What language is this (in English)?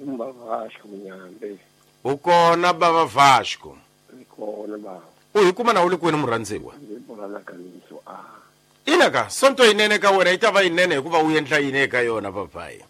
Tsonga